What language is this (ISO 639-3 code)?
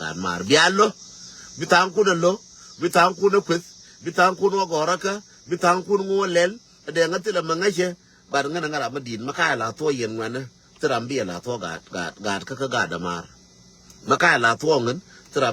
nus